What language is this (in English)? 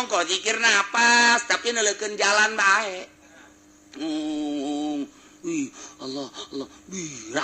Sundanese